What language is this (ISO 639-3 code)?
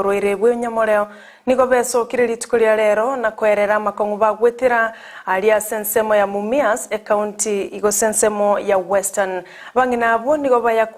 guz